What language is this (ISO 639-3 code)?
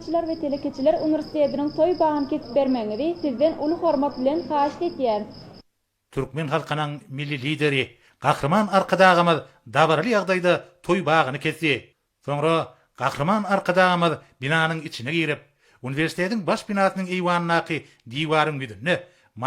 tuk